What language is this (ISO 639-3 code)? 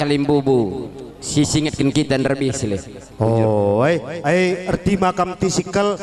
btx